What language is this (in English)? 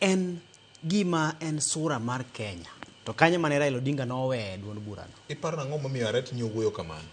Luo (Kenya and Tanzania)